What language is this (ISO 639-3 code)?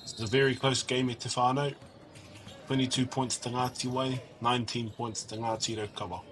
mri